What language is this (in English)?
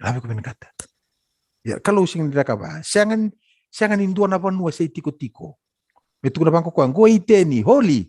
Fijian